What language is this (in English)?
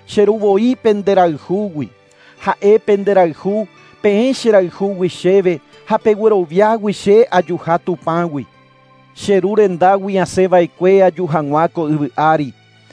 Guarani